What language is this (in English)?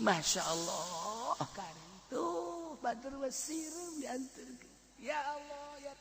Sundanese